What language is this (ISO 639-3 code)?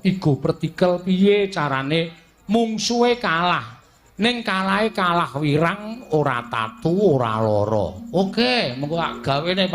jav